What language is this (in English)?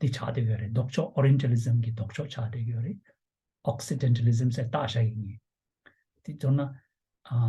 Tibetan